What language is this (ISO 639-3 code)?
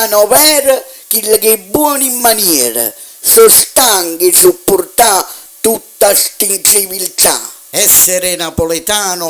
nap